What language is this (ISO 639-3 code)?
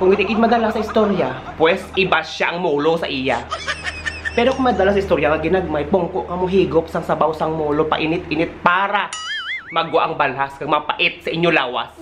hil